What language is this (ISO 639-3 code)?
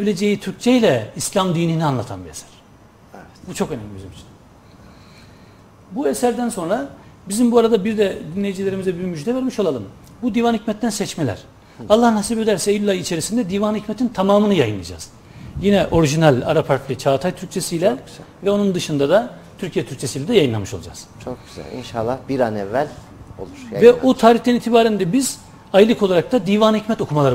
tur